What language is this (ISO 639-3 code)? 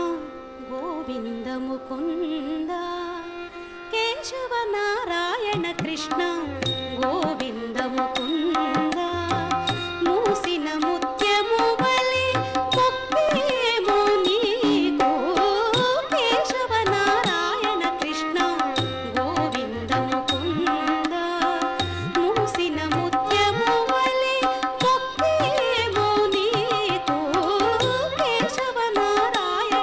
tel